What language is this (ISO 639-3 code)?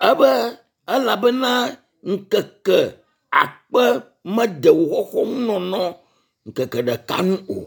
ewe